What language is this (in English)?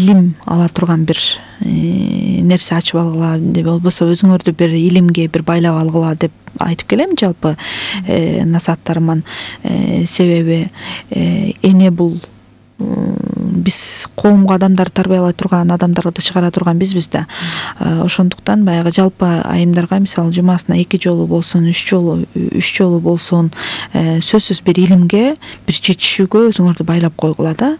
Kyrgyz